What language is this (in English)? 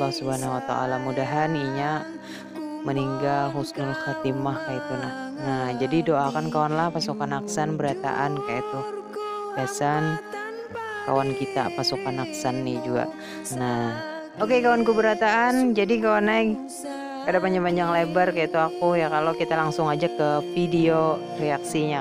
Banjar